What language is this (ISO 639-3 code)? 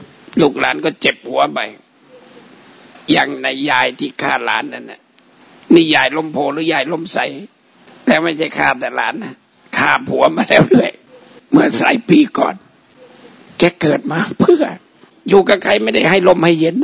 tha